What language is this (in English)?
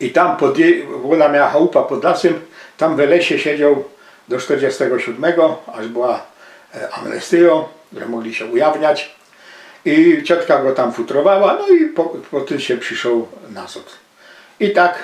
Silesian